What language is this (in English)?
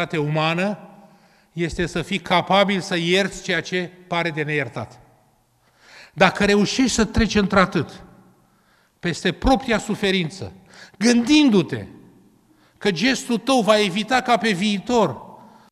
Romanian